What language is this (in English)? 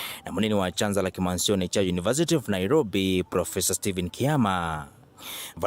Kamba